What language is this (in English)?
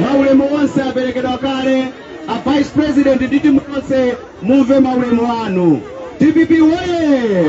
Nyanja